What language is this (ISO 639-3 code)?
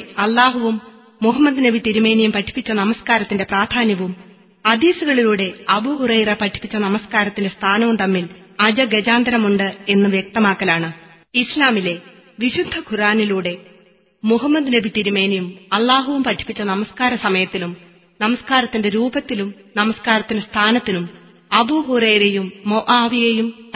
mal